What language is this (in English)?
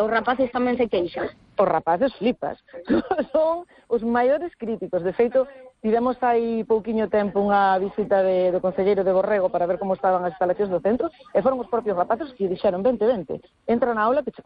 Galician